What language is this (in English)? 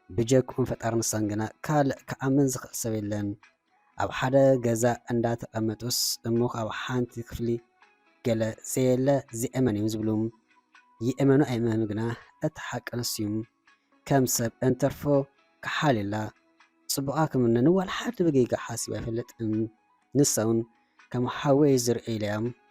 Tigrinya